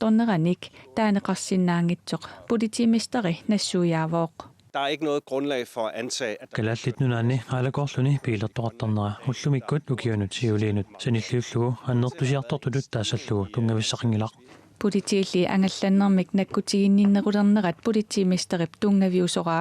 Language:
Kalaallisut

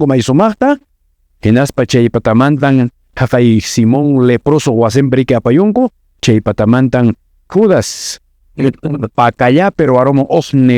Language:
Quechua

